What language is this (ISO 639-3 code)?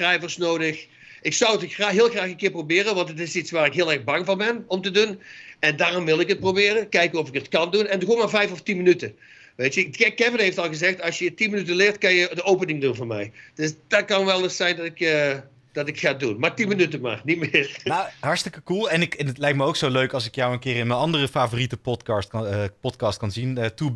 nld